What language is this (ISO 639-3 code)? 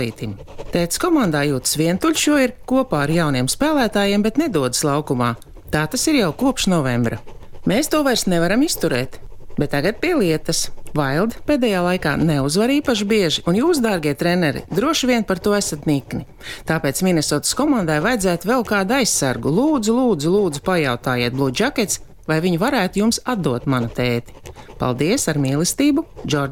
lav